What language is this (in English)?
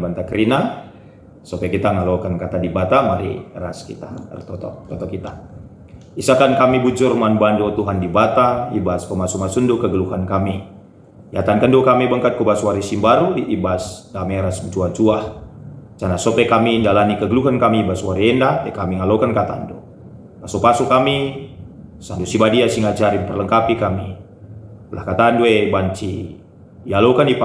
Batak Karo